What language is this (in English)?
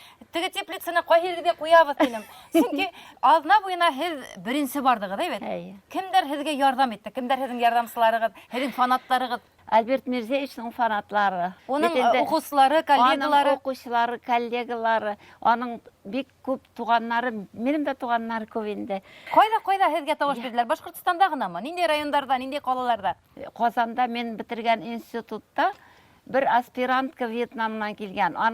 Bashkir